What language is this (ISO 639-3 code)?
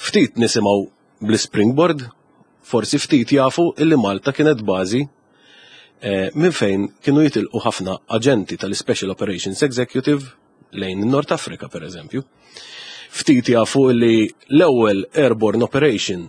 mlt